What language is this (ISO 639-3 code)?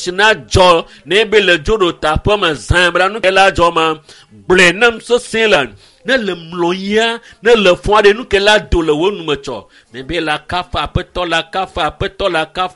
ewe